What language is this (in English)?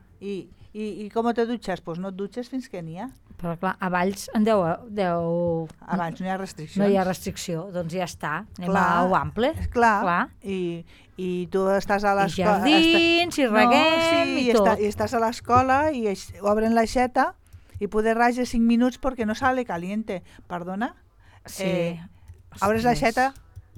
Catalan